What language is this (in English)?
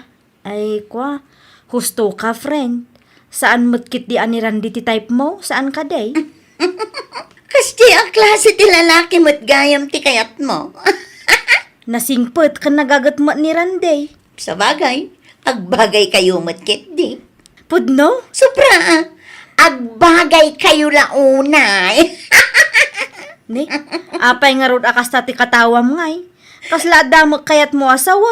Iloko